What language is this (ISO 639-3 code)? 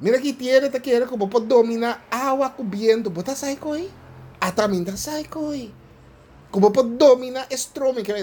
pap